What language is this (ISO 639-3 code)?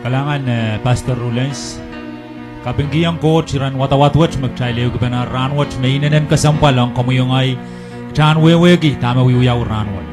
pon